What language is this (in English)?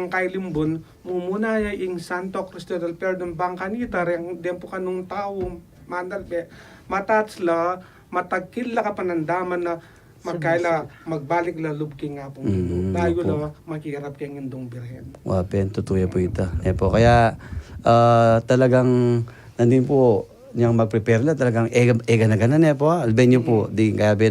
Pampanga